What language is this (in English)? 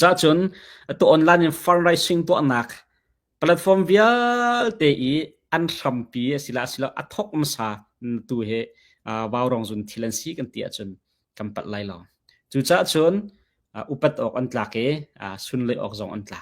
Hakha Chin